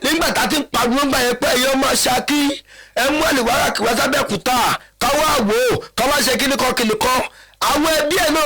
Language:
Yoruba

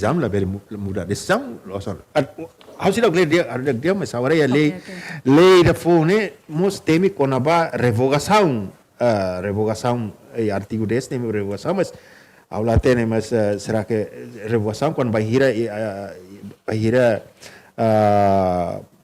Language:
Tetum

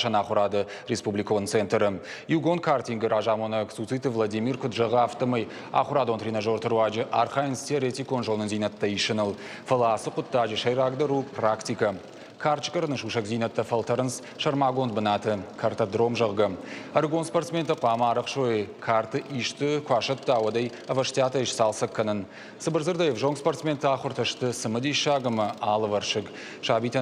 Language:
Ossetic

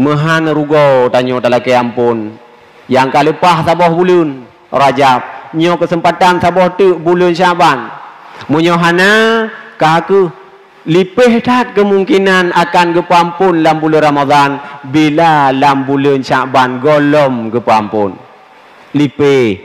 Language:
Achinese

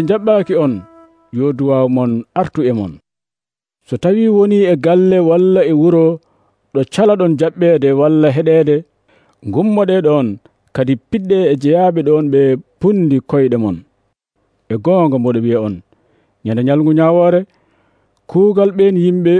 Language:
Nigerian Fulfulde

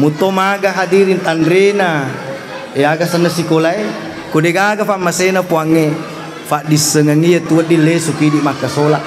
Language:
Buginese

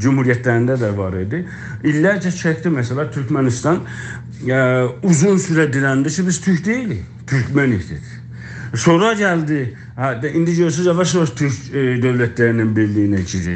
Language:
South Azerbaijani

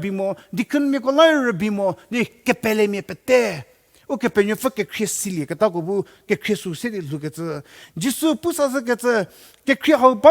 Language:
Angami Naga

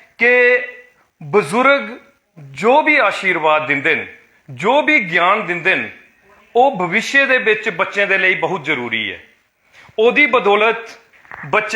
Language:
Dogri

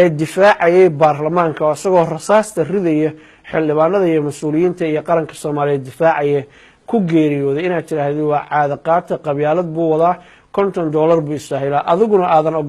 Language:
Somali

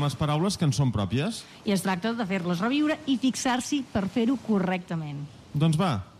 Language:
Catalan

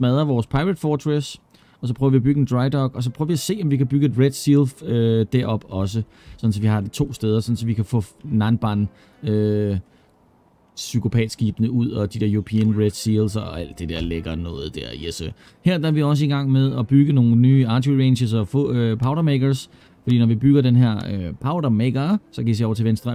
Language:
Danish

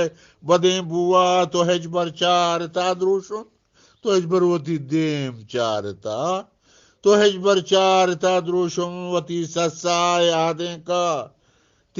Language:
Eastern Balochi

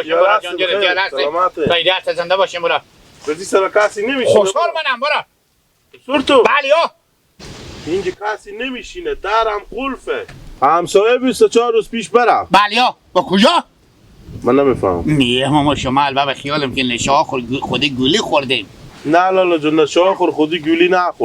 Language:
Hazaragi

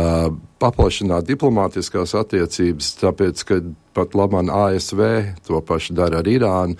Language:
Latvian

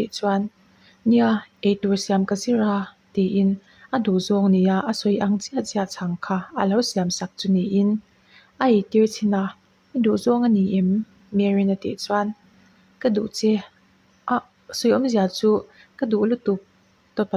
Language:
Mizo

